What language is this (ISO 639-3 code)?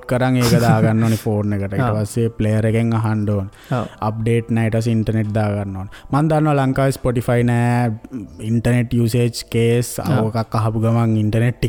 sin